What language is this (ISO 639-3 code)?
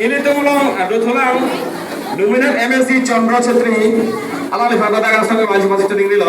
mjw